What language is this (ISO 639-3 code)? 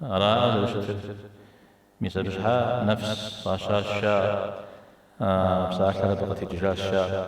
kbd